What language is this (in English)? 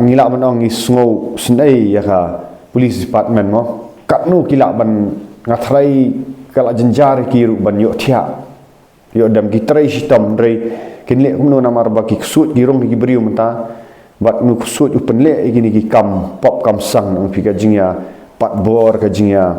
Khasi